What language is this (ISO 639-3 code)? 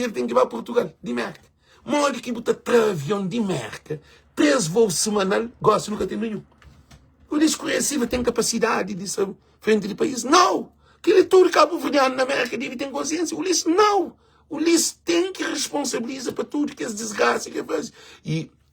kea